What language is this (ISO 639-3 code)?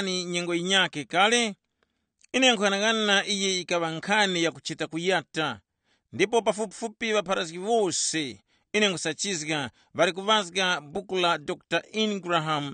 tum